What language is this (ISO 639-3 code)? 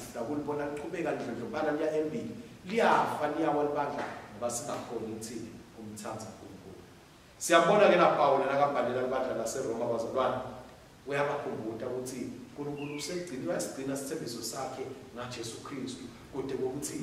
ssw